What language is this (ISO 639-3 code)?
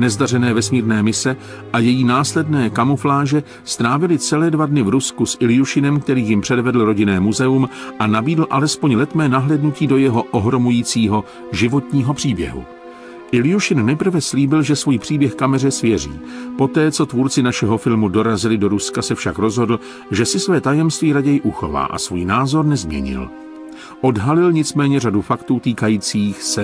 ces